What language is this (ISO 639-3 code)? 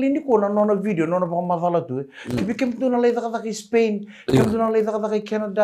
fij